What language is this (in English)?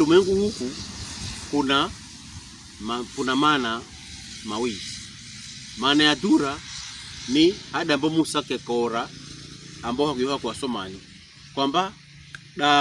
Pokomo